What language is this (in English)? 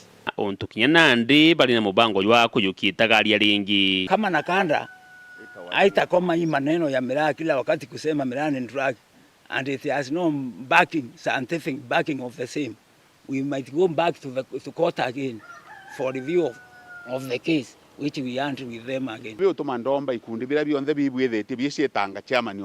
Meru